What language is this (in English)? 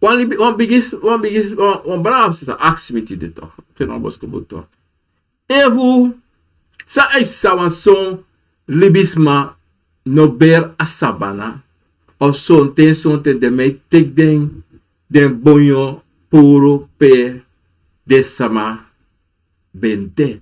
Sranan Tongo